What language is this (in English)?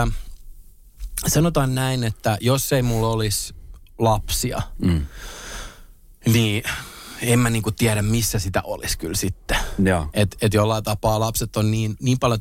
Finnish